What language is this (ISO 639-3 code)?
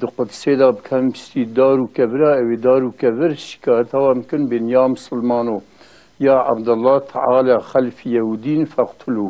kur